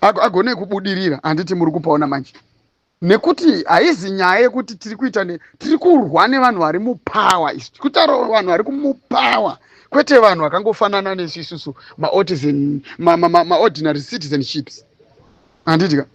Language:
Shona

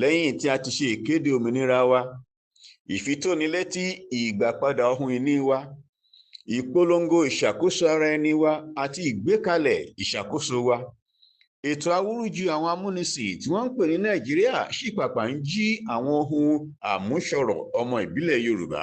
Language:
Yoruba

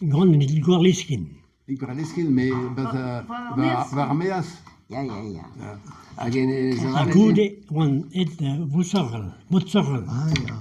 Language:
Breton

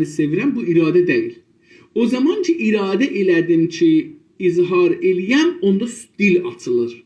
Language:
South Azerbaijani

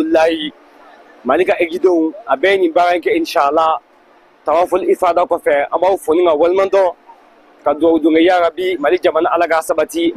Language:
Bambara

